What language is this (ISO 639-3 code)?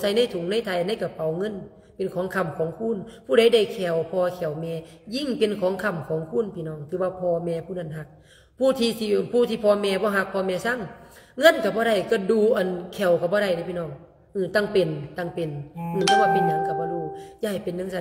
lao